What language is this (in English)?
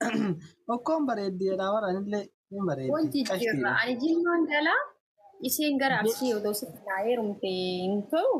Oromo